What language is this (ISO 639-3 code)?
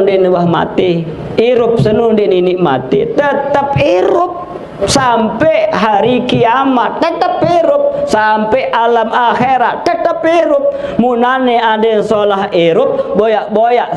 sas